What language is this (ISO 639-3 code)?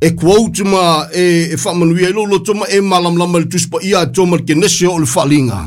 smo